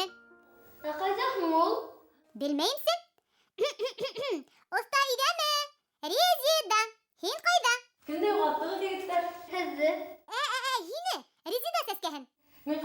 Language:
Bashkir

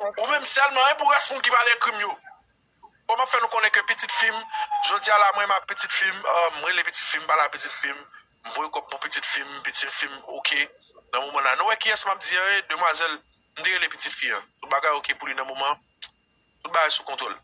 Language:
Haitian Creole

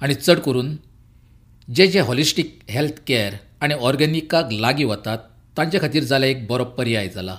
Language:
Konkani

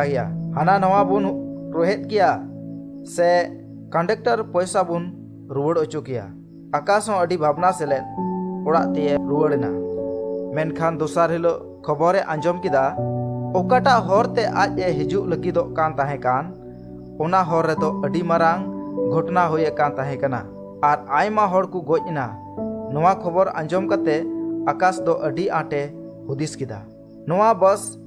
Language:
Santali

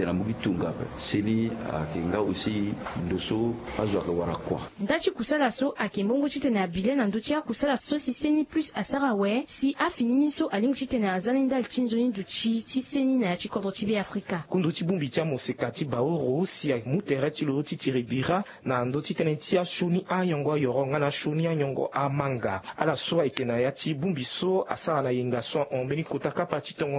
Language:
Sango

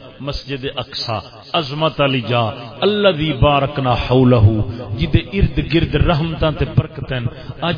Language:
Saraiki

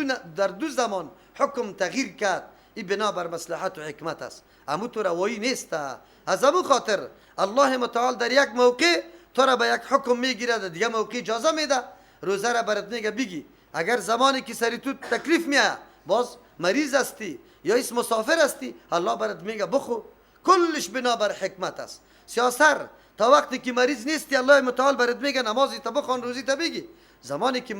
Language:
Persian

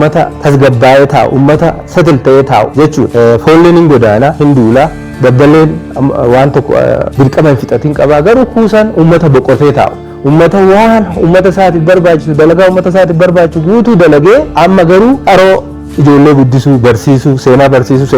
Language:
Oromo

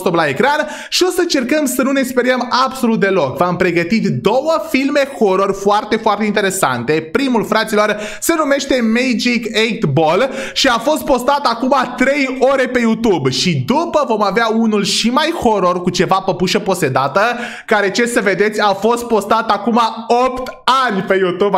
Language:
Romanian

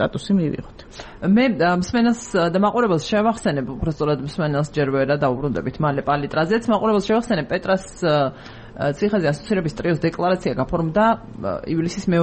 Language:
Georgian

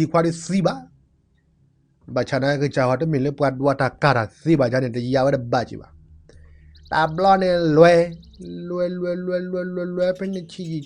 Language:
S'gaw Karen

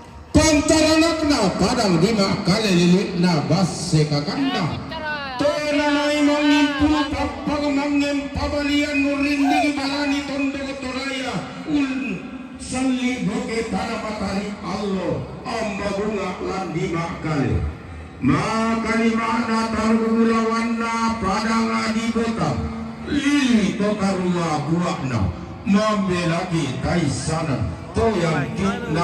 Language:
Toraja-Sa'dan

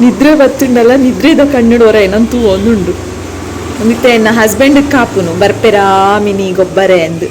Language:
Tulu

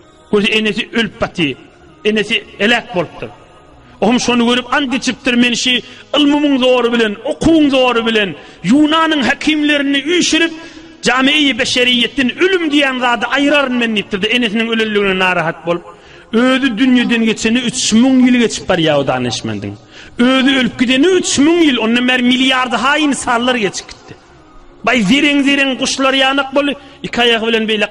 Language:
Turkmen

